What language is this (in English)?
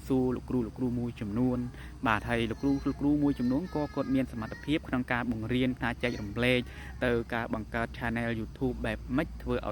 Khmer